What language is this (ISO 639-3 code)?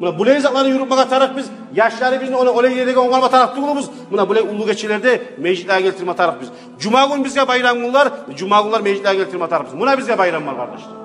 kum